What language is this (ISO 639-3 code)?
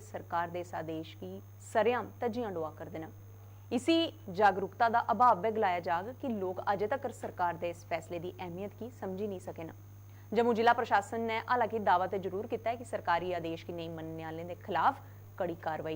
doi